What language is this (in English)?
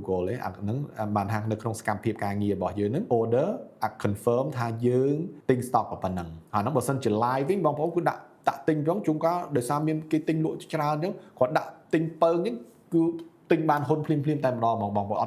Khmer